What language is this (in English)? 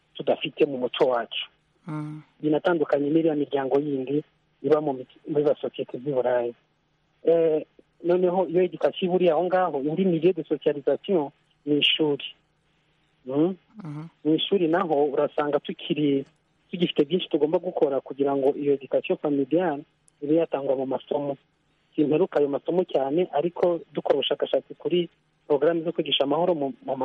Kinyarwanda